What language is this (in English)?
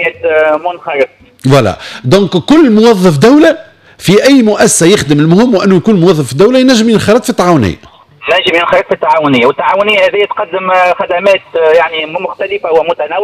Tunisian Arabic